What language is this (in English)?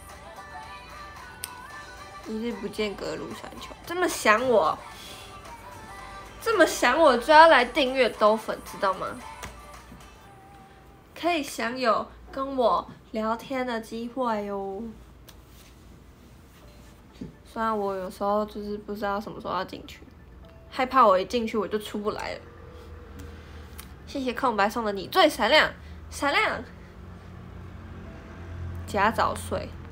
Chinese